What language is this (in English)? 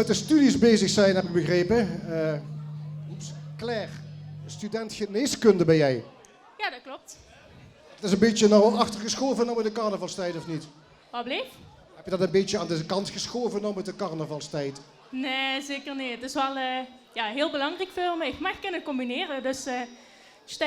Limburgish